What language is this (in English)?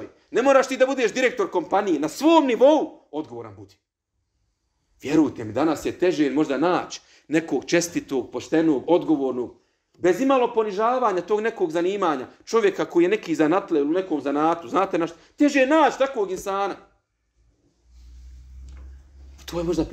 Bosnian